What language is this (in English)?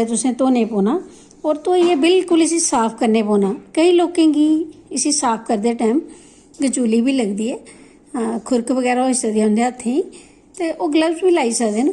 Dogri